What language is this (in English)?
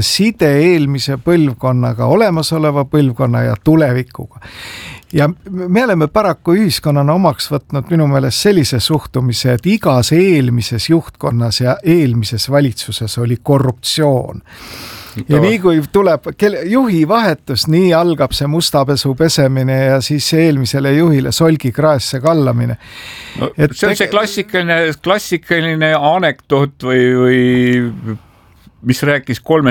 Estonian